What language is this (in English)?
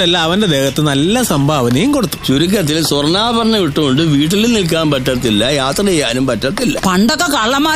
Malayalam